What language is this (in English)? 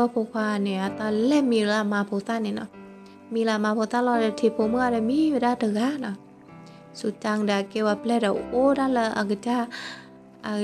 S'gaw Karen